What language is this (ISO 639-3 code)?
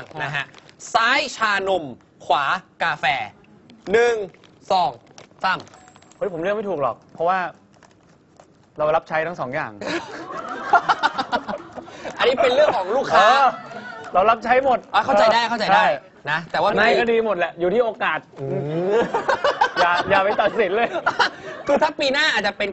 tha